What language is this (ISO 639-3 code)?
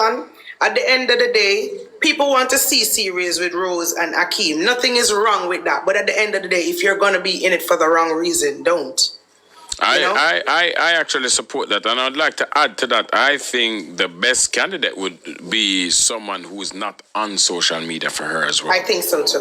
jam